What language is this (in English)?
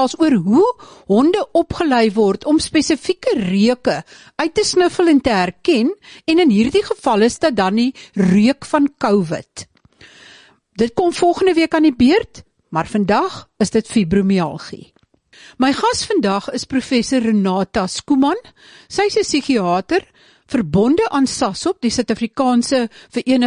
Afrikaans